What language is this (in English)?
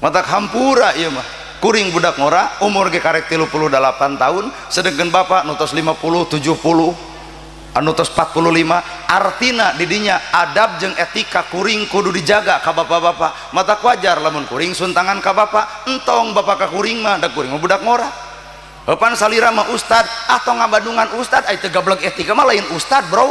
Sundanese